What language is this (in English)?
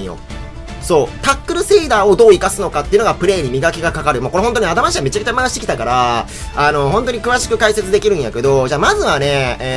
Japanese